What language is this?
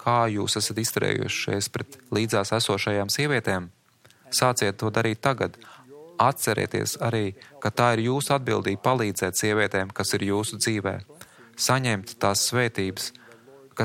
Latvian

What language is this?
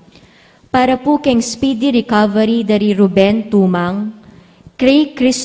Pampanga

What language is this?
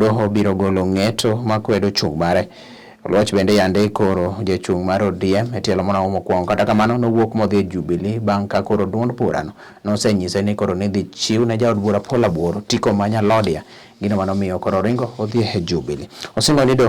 Luo (Kenya and Tanzania)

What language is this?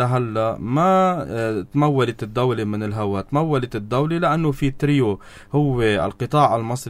North Levantine Arabic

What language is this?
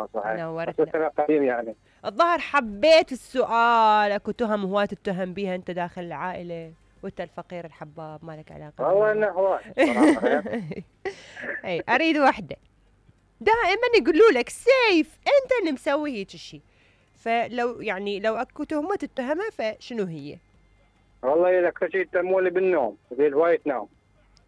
Mesopotamian Arabic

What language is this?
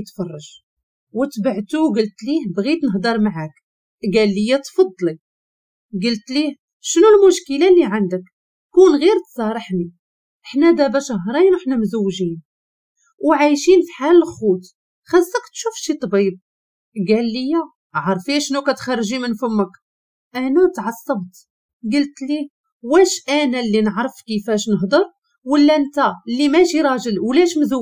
Moroccan Arabic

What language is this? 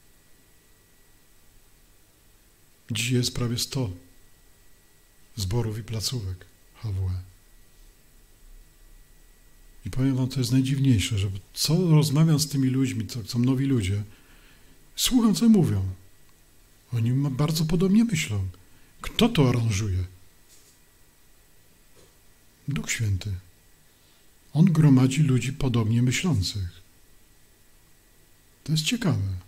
Polish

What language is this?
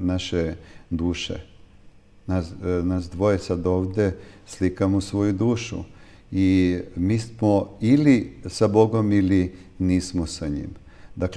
Serbian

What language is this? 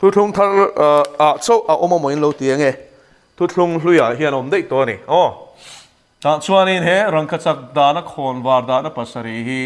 Mizo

